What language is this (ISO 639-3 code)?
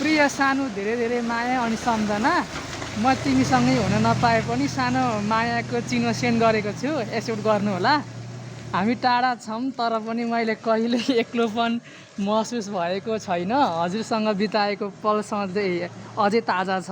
nep